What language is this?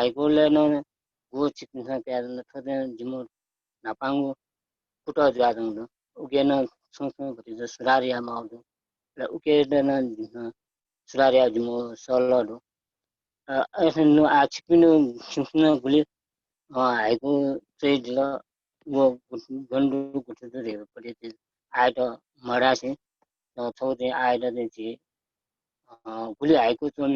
Newari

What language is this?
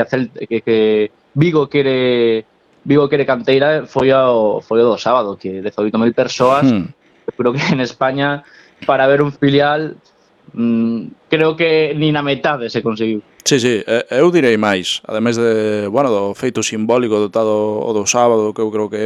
Galician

